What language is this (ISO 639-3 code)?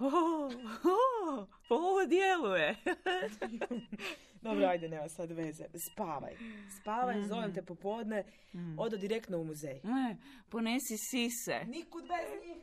srp